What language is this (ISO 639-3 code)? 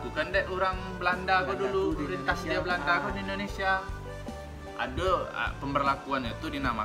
min